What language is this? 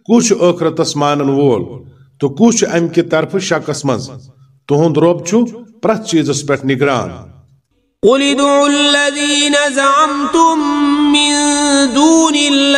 Kashmiri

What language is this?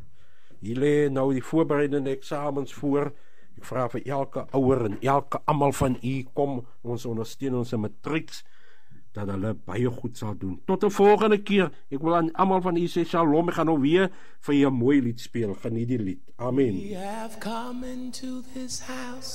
Afrikaans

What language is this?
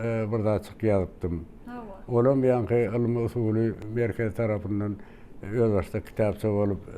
Turkmen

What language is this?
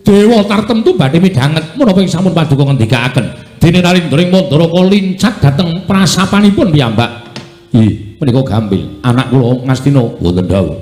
Javanese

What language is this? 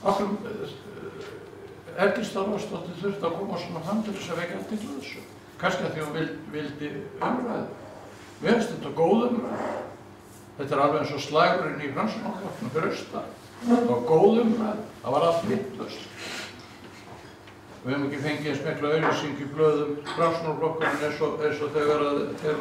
Icelandic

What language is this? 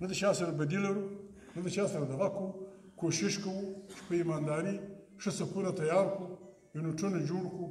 Pashto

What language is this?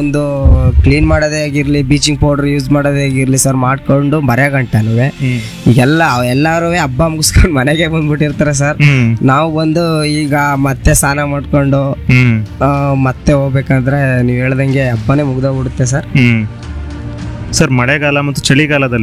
Kannada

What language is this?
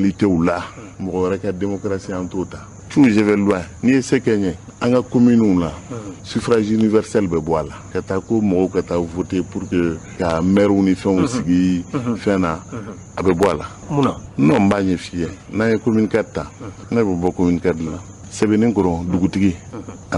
Bambara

